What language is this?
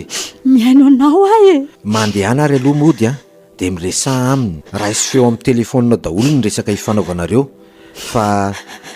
Malagasy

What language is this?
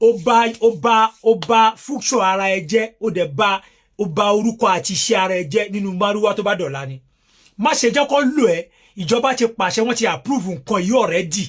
Yoruba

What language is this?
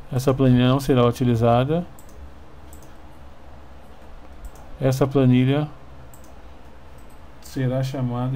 Portuguese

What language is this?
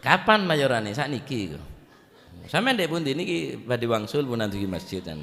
Madurese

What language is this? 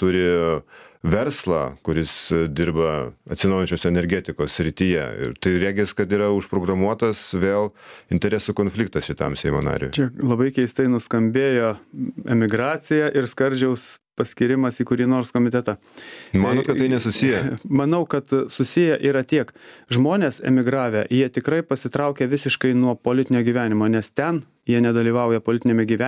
Lithuanian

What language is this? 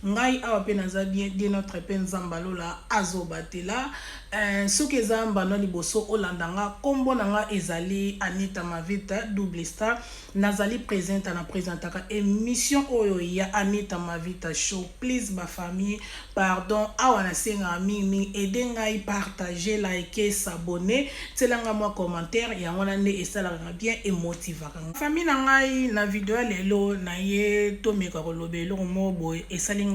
Lingala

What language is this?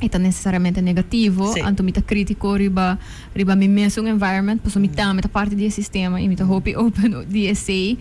Papiamento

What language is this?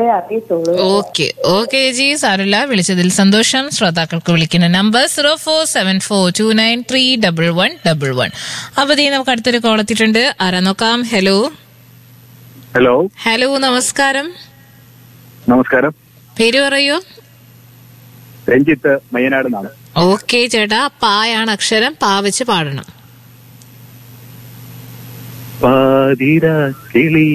Malayalam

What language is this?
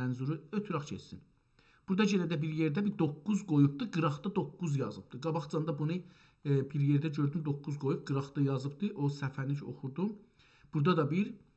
South Azerbaijani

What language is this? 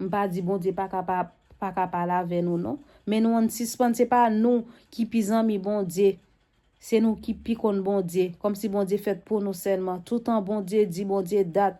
Haitian Creole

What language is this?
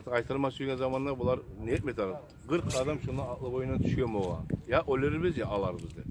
Kumyk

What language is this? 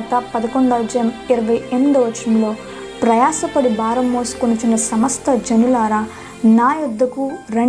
Telugu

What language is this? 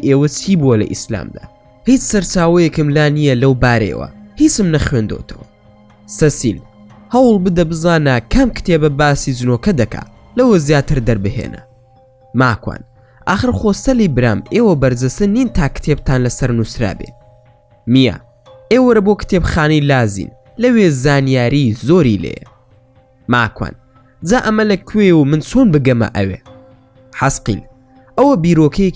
Central Kurdish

